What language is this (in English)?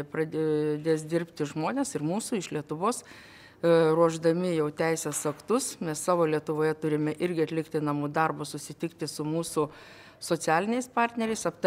Lithuanian